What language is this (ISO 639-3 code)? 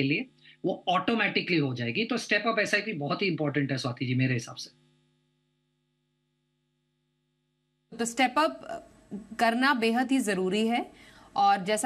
hin